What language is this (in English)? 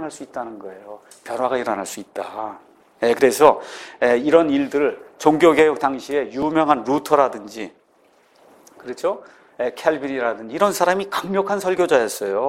Korean